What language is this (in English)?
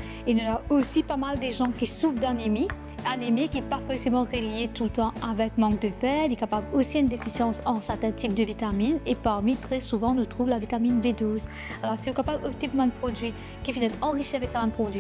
Morisyen